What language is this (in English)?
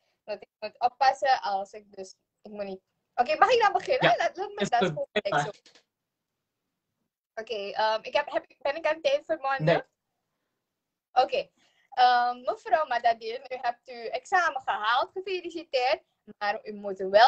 Dutch